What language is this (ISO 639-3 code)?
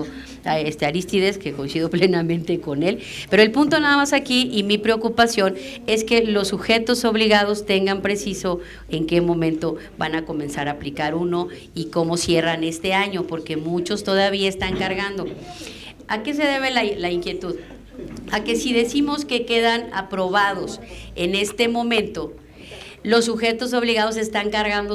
spa